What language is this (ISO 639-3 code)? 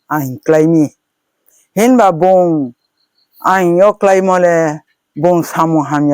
ria